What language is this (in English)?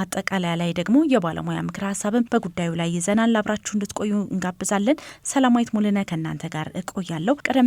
Amharic